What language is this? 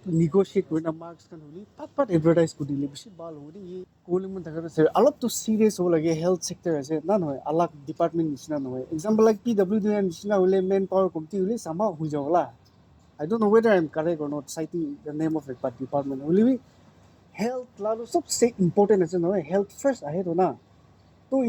Naga Pidgin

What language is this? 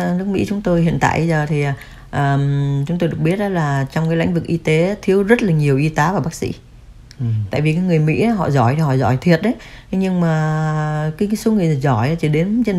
Vietnamese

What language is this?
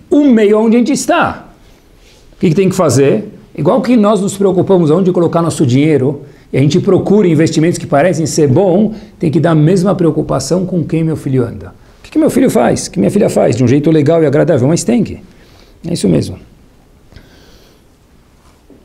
Portuguese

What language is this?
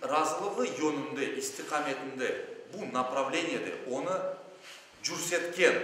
Crimean Tatar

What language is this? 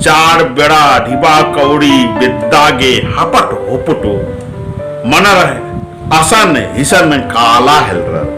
Kurukh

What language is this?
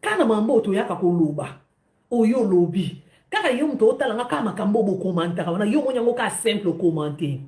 Lingala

